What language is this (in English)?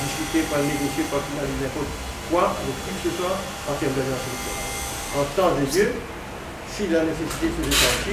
Morisyen